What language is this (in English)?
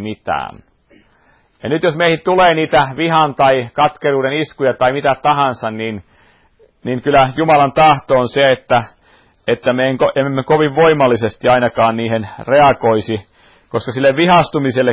Finnish